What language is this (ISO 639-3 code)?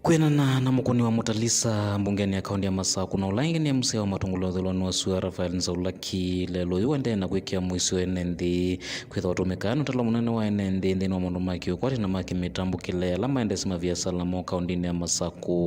kam